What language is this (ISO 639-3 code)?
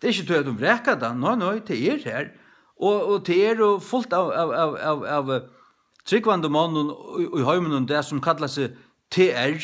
fao